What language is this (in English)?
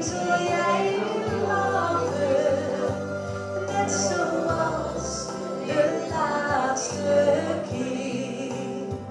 Dutch